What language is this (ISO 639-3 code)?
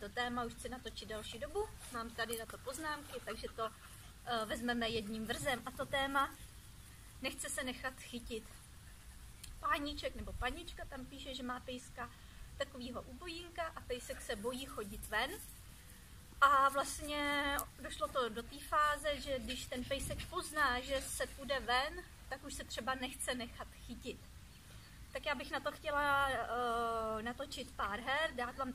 ces